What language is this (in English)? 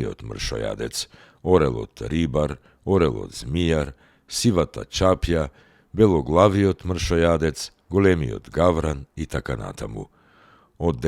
Macedonian